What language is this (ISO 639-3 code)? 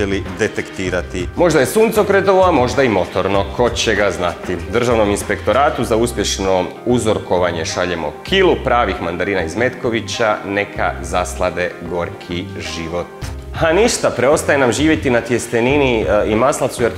hrv